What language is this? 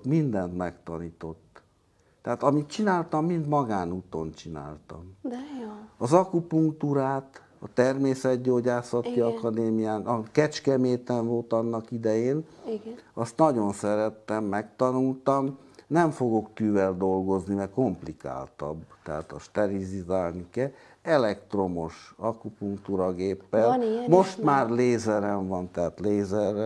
Hungarian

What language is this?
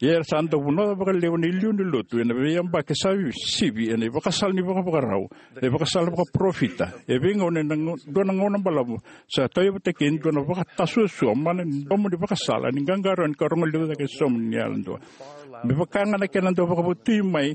Fijian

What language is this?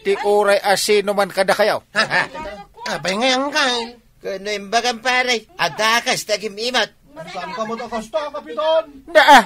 Iloko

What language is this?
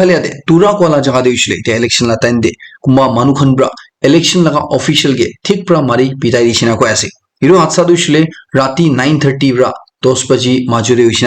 Naga Pidgin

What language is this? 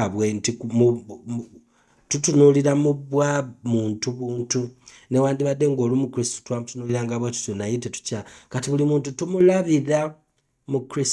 Ganda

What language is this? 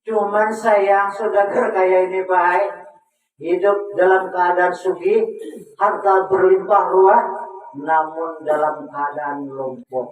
Banjar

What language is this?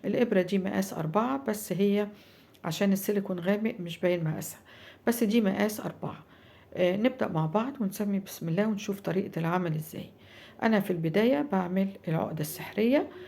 Egyptian Arabic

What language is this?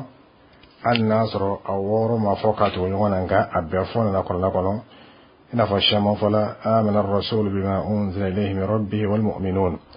Bambara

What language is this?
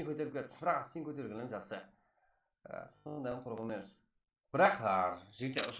Kara-Kalpak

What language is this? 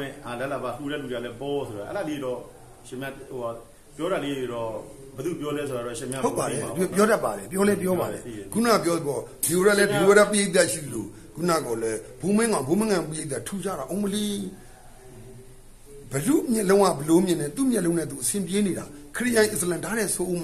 Burmese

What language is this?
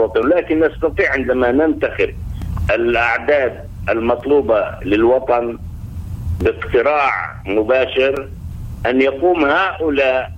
Arabic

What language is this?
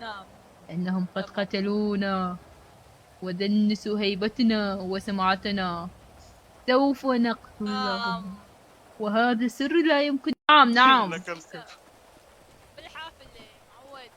Mesopotamian Arabic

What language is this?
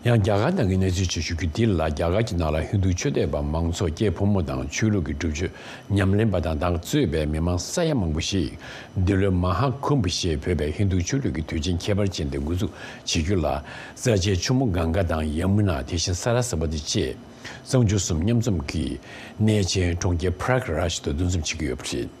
Tibetan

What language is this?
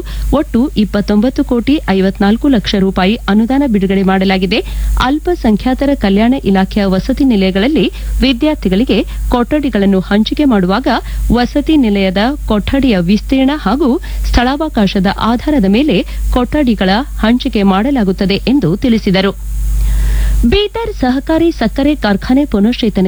Kannada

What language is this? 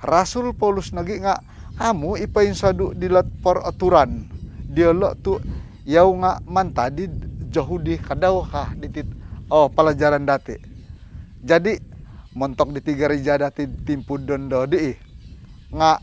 Central Dusun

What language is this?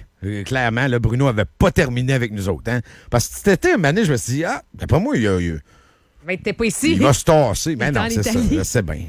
French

